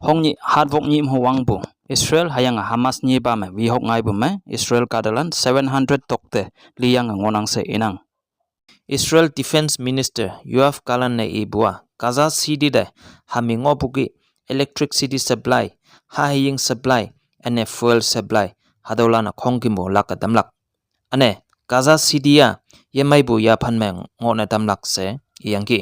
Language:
Konyak Naga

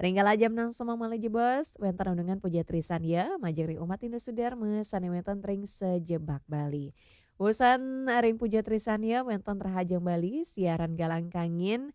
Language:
Balinese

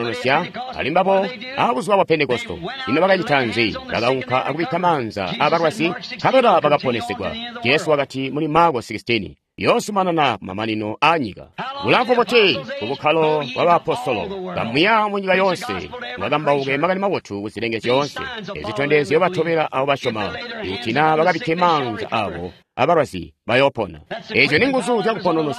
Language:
Tonga (Zambia)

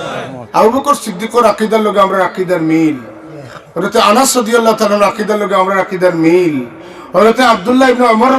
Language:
Sylheti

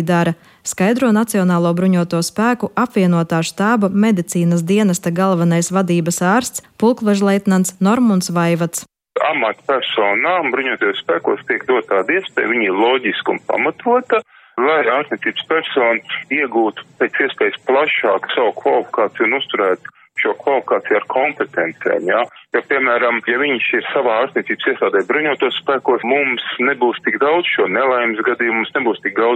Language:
Latvian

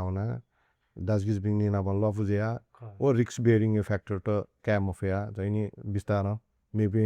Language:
Newari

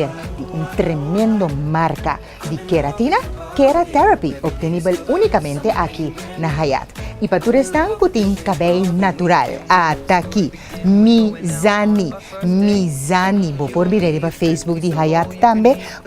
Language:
Papiamento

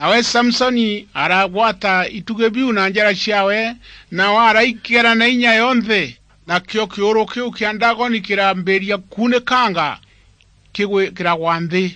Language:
Meru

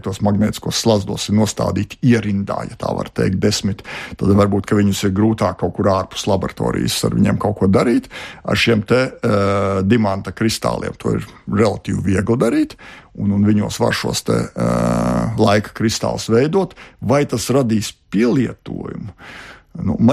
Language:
Latvian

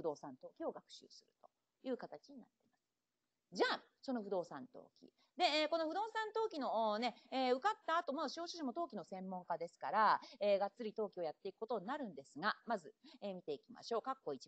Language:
Japanese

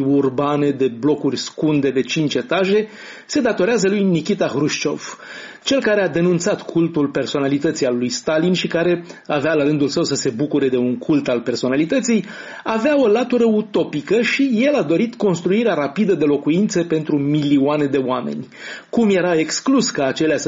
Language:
Romanian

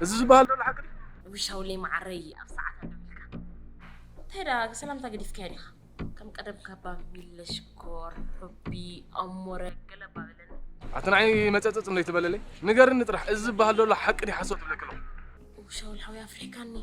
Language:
Tigrinya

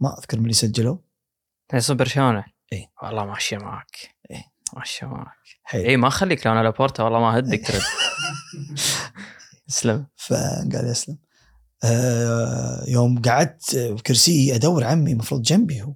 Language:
Gulf Arabic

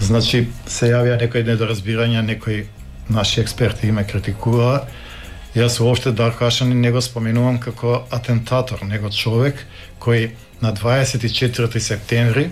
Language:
Macedonian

